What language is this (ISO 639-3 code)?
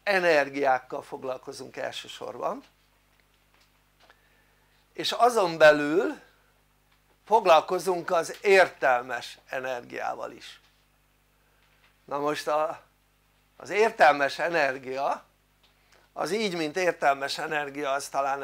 hun